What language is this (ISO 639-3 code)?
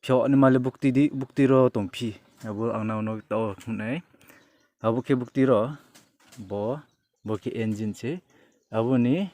ria